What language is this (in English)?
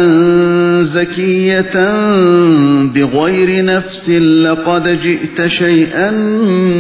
Uyghur